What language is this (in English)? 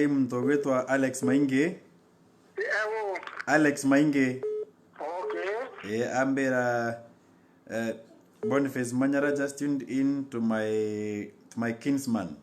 Meru